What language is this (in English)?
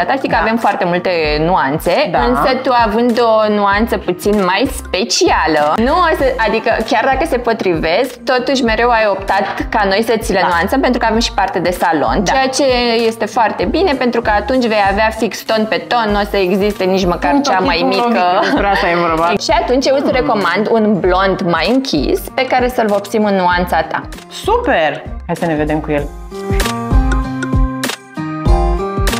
Romanian